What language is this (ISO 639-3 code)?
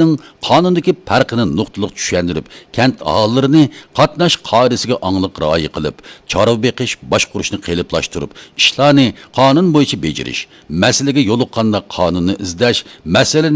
uig